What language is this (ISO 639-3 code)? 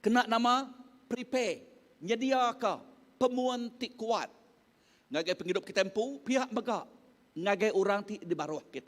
iba